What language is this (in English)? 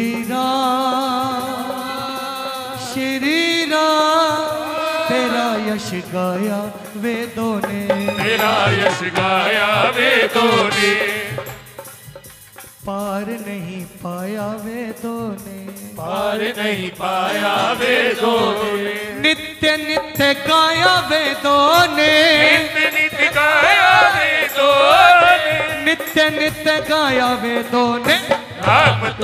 Hindi